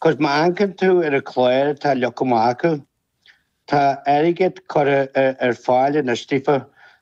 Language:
Irish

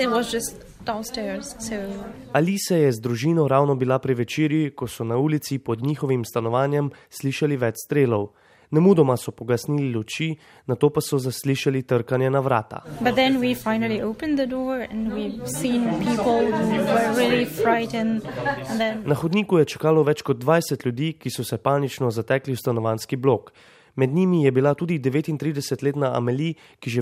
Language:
Slovenian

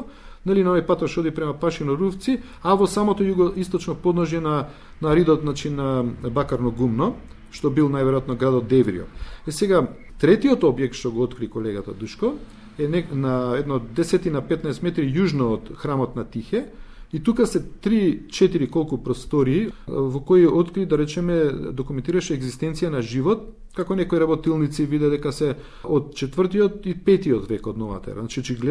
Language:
Macedonian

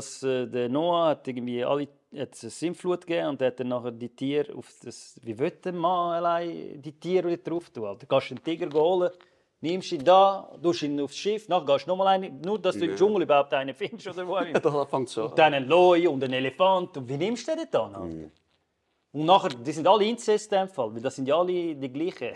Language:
Swiss German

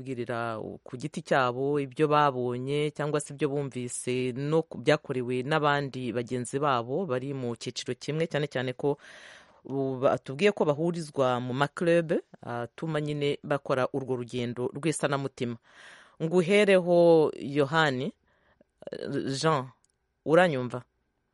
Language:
Kinyarwanda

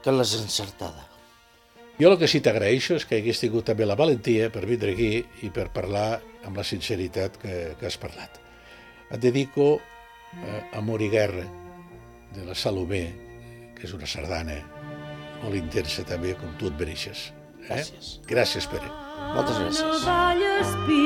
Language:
Catalan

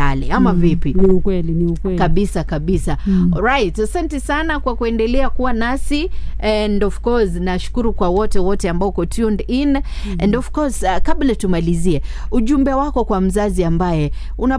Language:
Swahili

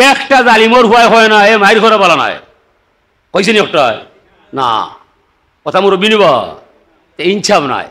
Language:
Sylheti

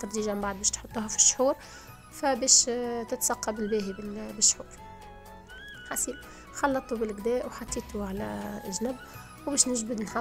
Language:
Tunisian Arabic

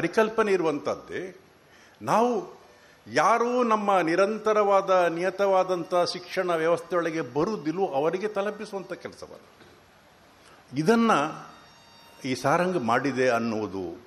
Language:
Kannada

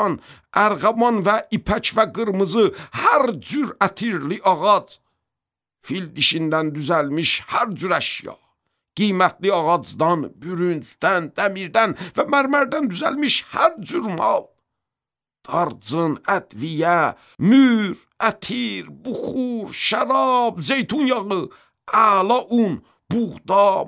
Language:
Azerbaijani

